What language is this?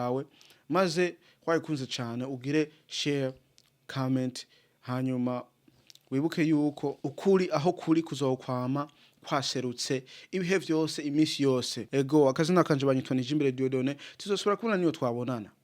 Rundi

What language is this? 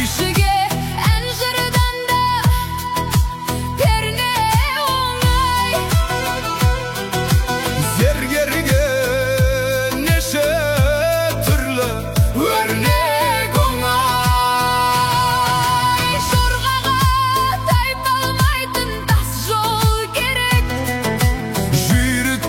Kazakh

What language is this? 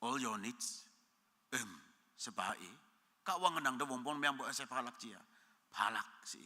Konyak Naga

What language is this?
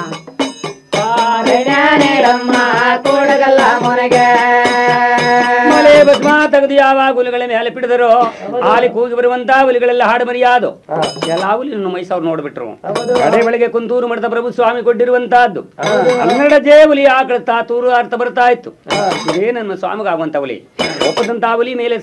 Kannada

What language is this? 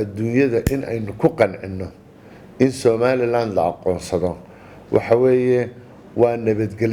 Somali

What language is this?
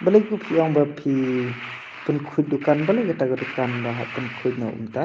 Khasi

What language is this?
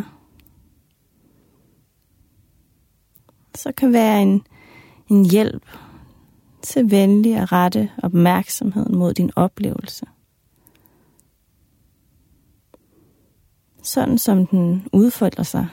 Danish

